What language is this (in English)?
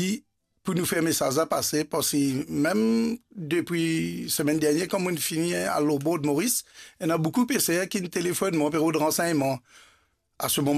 Morisyen